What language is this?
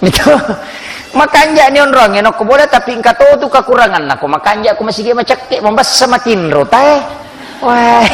Buginese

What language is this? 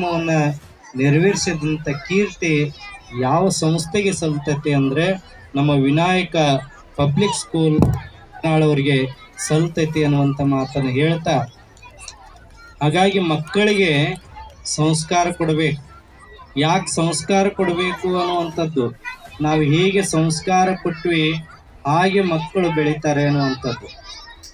Kannada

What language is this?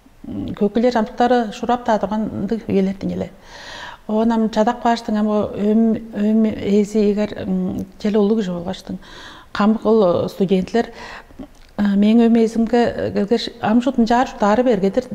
Tuvinian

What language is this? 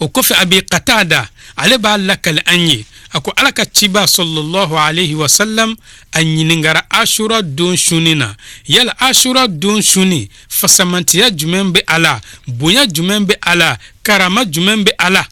Bambara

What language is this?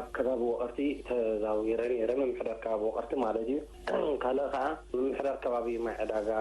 Tigrinya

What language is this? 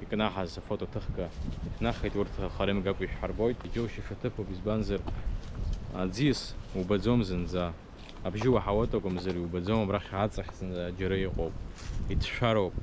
Abkhazian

